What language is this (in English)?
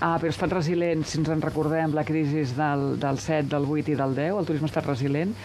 Catalan